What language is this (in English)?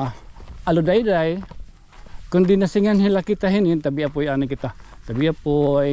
Waray